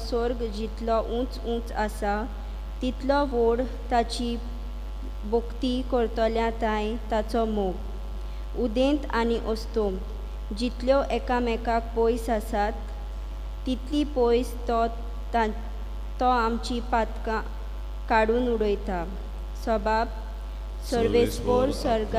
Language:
Konkani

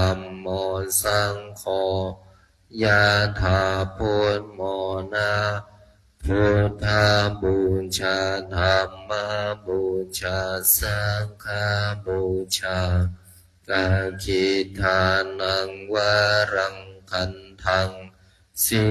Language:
Pali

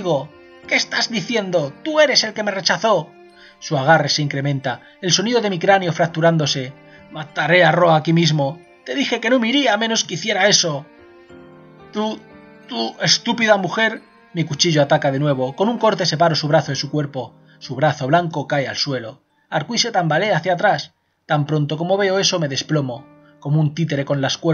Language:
Spanish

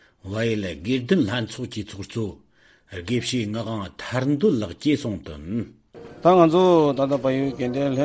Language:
Tibetan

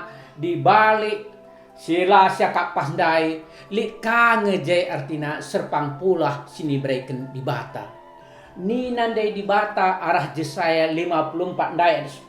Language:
Batak Karo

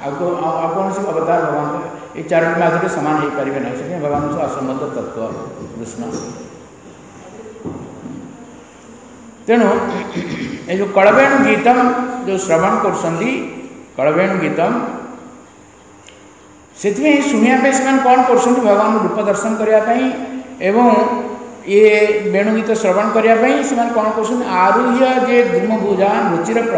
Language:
Odia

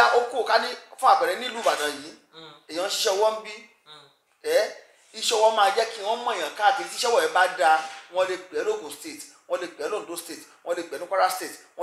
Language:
Yoruba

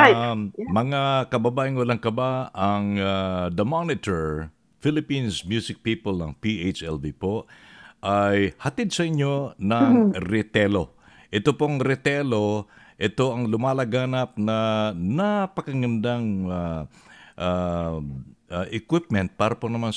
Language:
Filipino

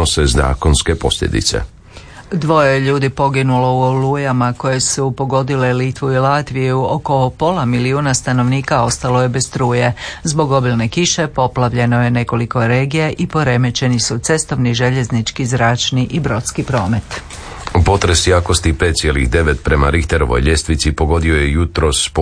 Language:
Croatian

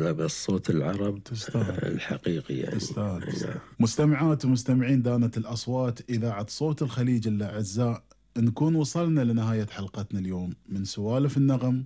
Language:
Gulf Arabic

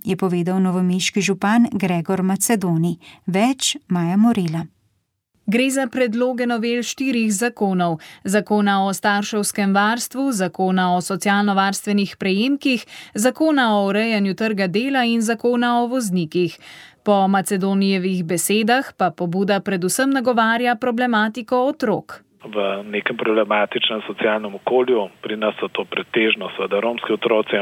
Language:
Slovenian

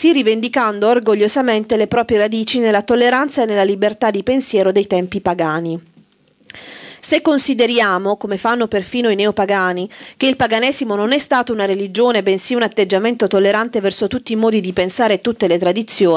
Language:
Italian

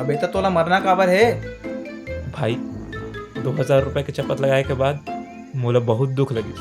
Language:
Chhattisgarhi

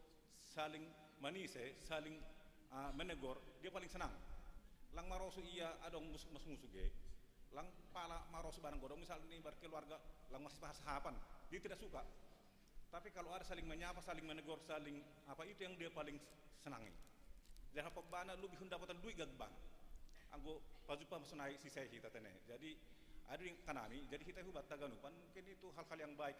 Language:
Batak Simalungun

